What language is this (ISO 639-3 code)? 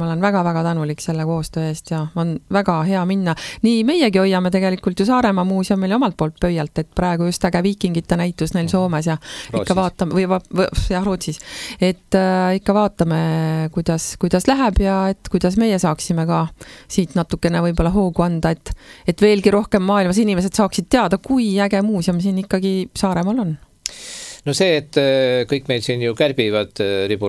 est